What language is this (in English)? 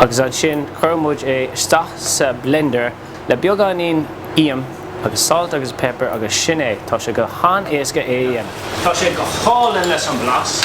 Irish